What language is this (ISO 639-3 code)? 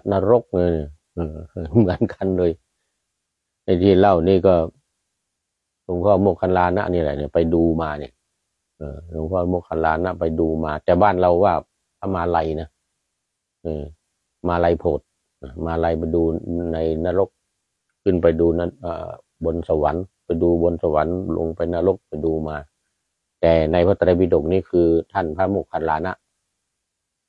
tha